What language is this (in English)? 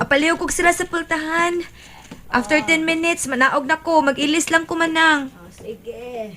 Cebuano